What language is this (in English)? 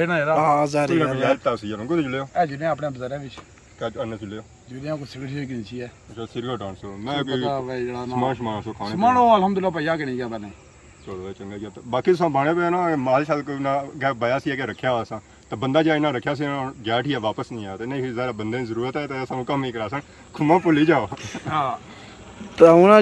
Pahari-Potwari